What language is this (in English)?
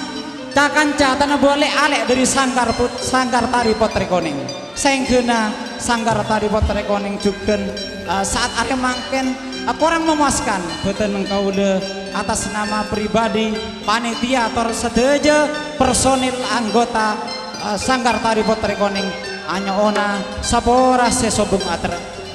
Madurese